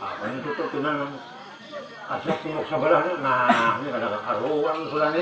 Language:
Banjar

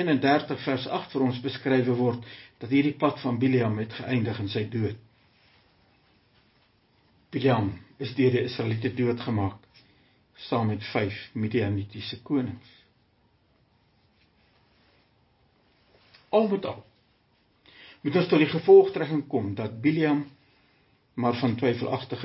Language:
Afrikaans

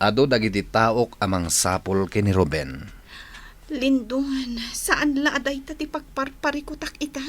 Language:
Iloko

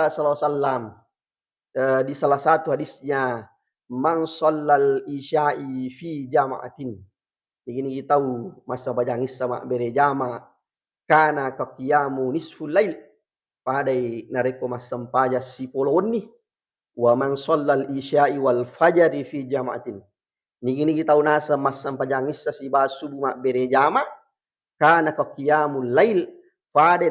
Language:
Buginese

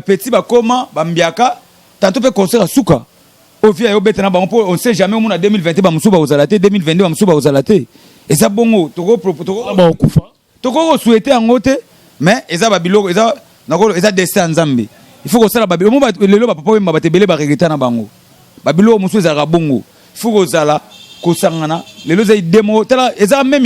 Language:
Lingala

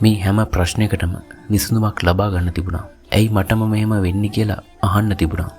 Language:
Sinhala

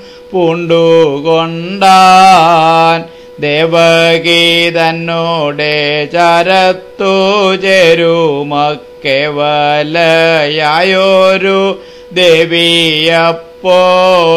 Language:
Malayalam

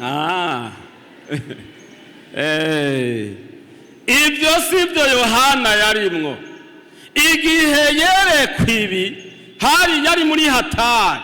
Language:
Rundi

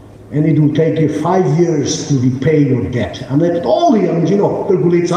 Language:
Tangkhul Naga (India)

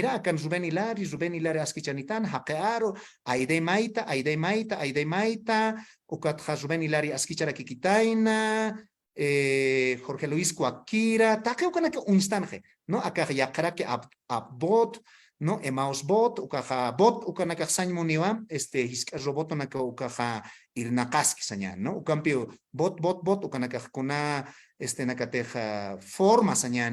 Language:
Aymara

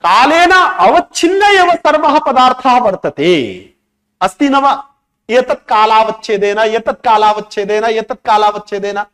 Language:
Sanskrit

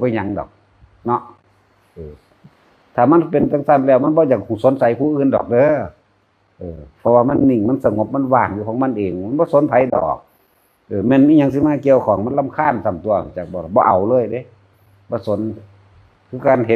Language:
Northeastern Thai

